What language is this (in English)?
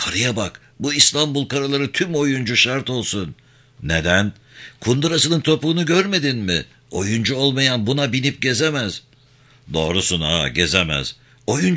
Turkish